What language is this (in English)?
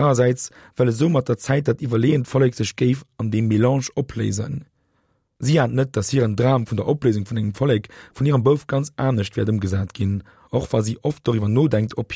Luxembourgish